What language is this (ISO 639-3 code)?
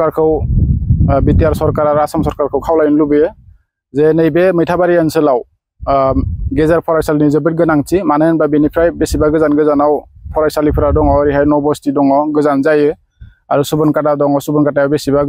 brx